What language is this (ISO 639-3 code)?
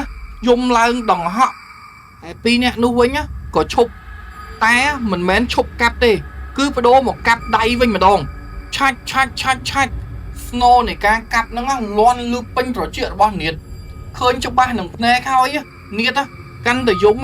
khm